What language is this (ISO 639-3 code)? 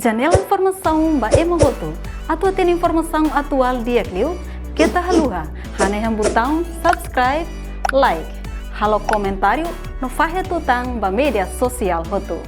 tet